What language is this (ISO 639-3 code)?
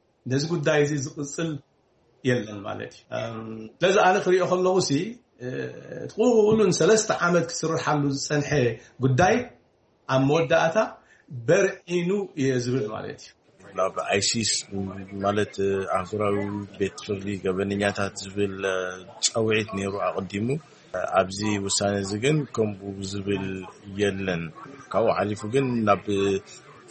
tir